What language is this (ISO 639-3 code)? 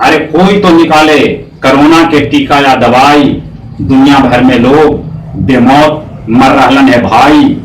mag